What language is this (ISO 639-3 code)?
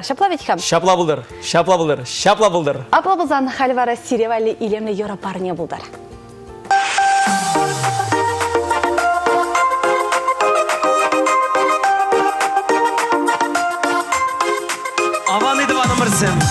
chv